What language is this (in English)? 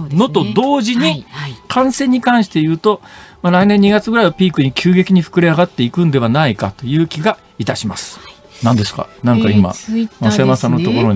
Japanese